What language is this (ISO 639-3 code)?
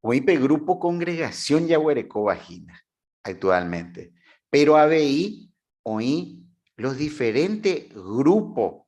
grn